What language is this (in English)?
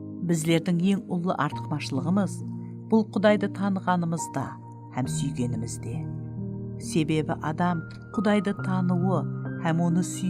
Kara-Kalpak